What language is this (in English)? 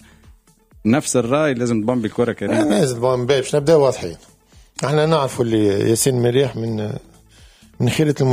Tunisian Arabic